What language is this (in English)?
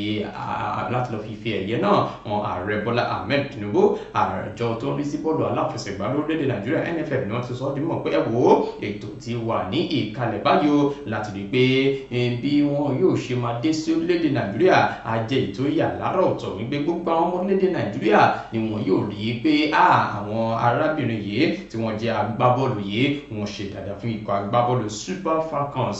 Yoruba